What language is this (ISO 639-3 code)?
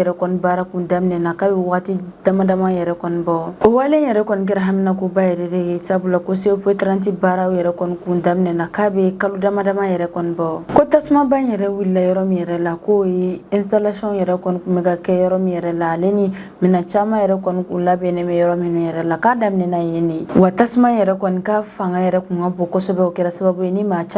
bam